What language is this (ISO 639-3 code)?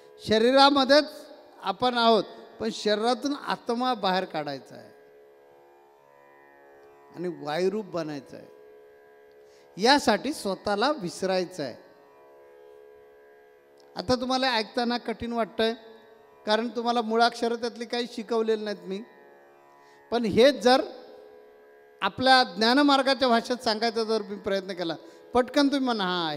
mar